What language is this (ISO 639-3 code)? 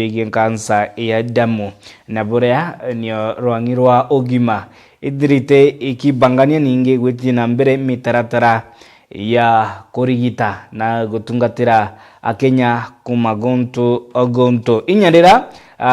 mer